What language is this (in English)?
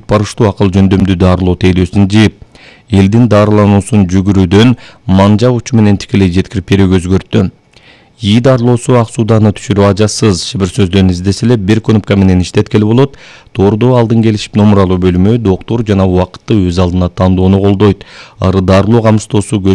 Kyrgyz